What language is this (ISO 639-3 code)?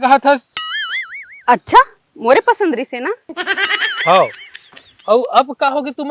hne